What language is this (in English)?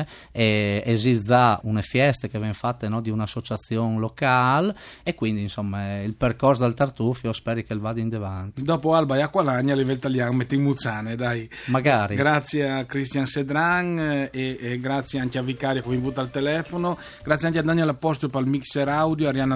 Friulian